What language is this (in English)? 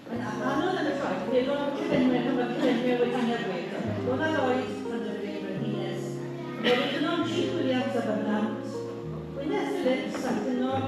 Welsh